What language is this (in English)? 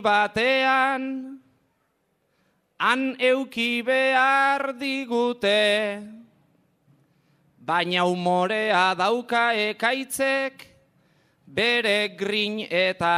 Basque